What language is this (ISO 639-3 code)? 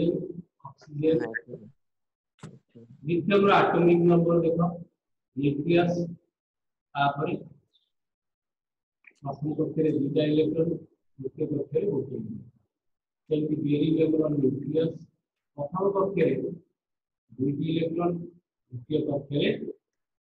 ori